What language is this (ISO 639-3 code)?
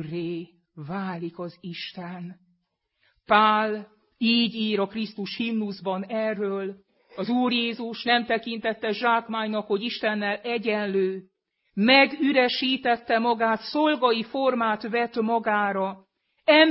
hun